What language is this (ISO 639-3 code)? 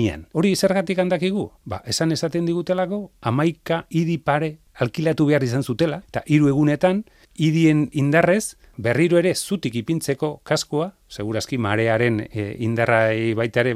eus